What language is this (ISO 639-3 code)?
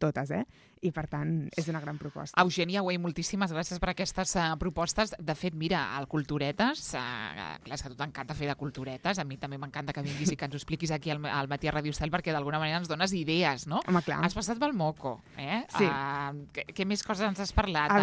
cat